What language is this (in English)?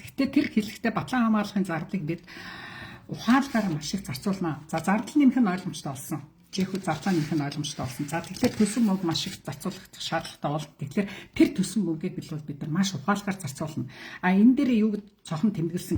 Mongolian